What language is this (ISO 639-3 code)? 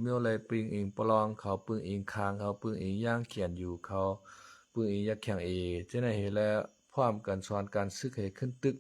shn